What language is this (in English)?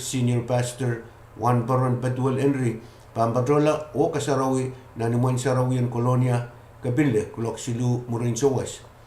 Pohnpeian